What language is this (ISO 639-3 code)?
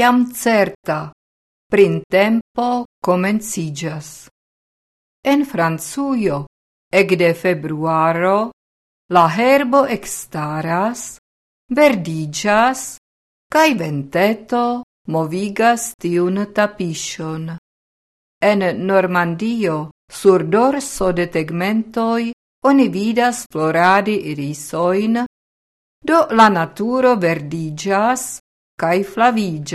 epo